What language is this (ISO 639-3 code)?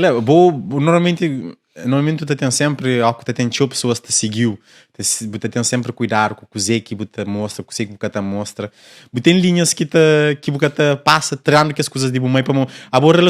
kea